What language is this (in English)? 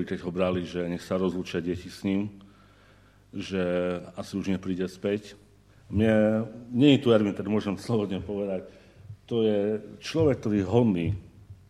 Slovak